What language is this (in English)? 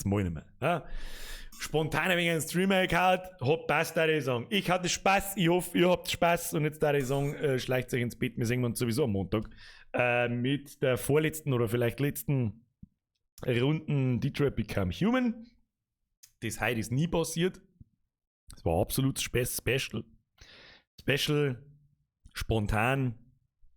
Bavarian